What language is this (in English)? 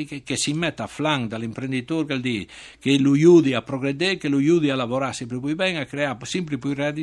Friulian